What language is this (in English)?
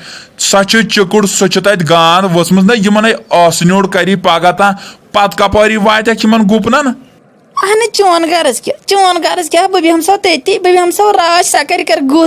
Kashmiri